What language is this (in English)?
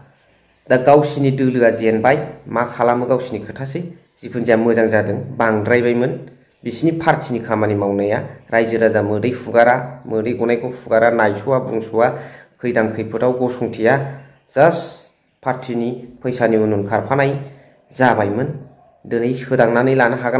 Bodo